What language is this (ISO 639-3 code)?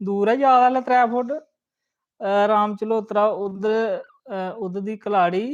doi